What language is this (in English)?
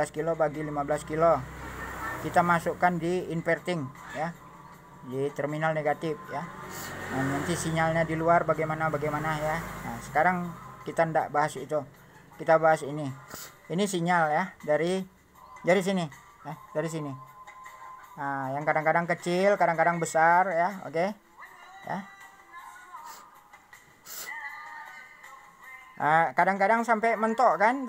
Indonesian